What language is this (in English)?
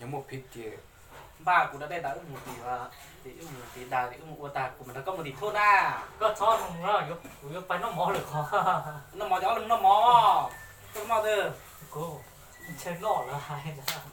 Hmong